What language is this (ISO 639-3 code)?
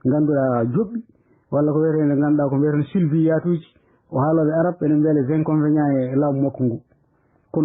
ful